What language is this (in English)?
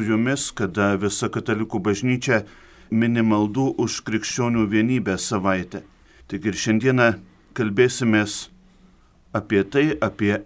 Lithuanian